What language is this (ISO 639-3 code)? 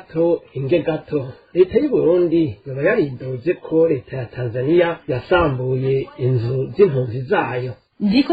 run